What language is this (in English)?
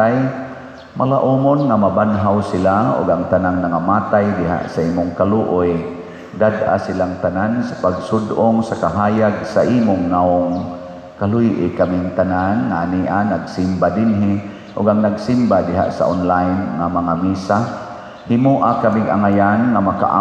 Cebuano